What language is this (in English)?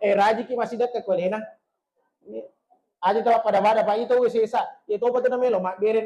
Buginese